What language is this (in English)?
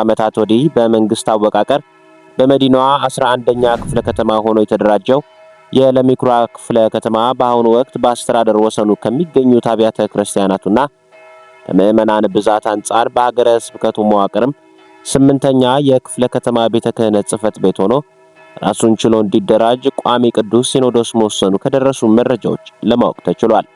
Amharic